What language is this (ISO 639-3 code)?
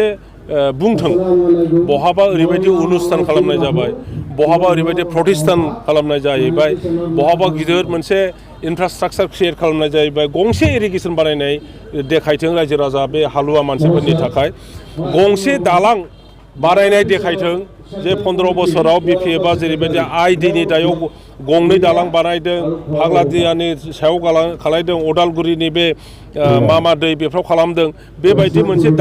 brx